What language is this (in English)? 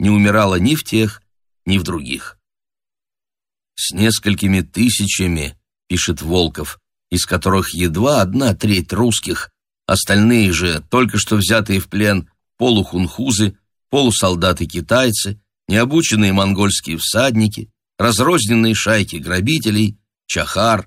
Russian